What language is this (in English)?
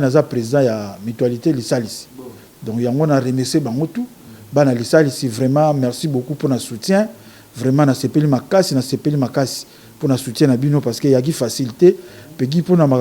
Lingala